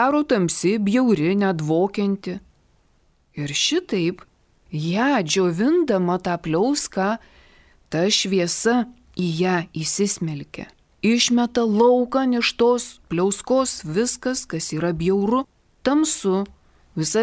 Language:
Lithuanian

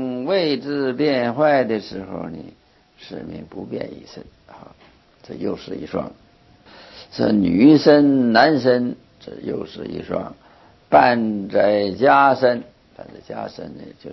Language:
Chinese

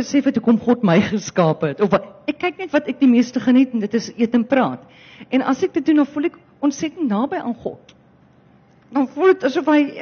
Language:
Afrikaans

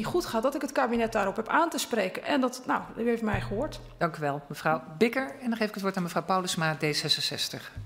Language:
Dutch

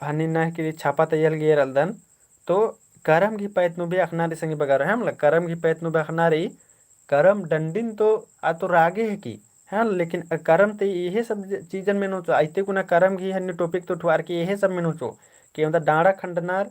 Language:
Kurukh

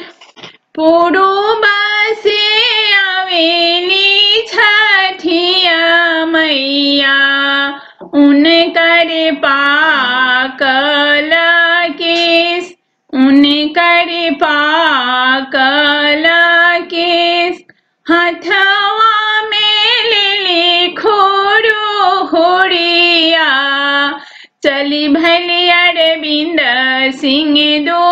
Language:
Bhojpuri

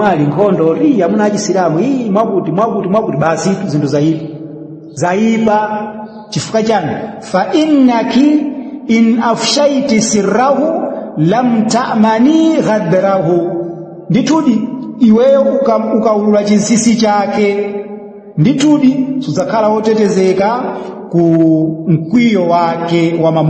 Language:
Nyanja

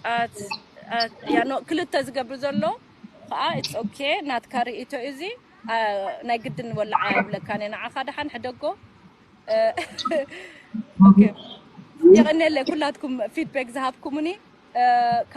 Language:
Tigrinya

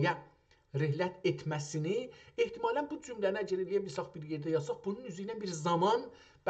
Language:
South Azerbaijani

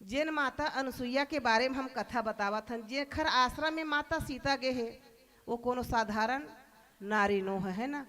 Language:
Chhattisgarhi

